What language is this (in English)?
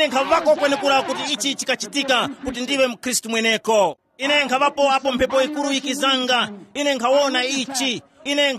Tumbuka